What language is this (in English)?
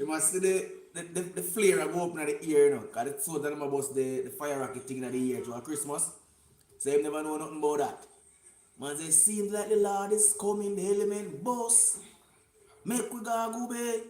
Jamaican Creole English